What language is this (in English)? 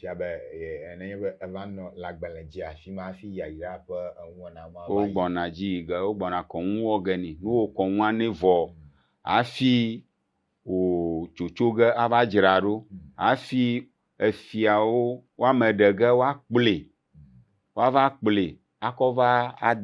Ewe